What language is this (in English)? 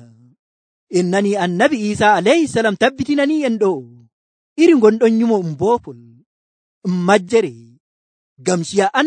Nigerian Fulfulde